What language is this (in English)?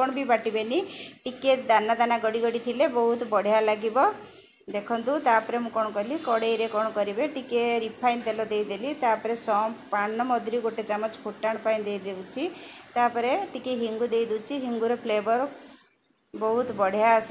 Odia